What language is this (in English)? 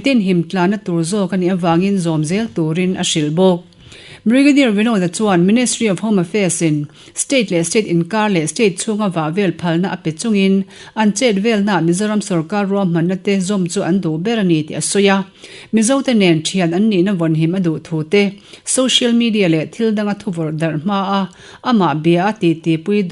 Mizo